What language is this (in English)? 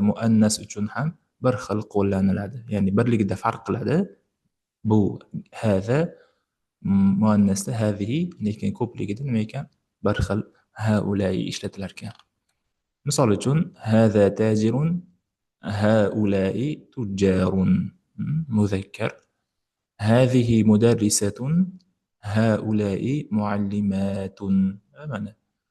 Uzbek